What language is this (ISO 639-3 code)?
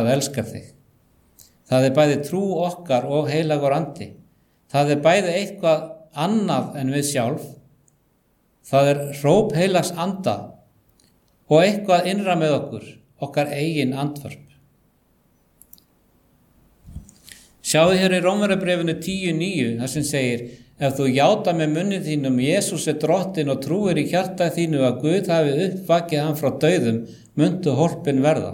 isl